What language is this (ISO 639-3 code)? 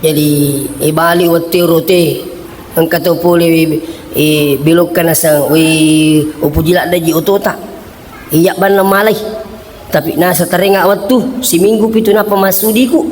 bug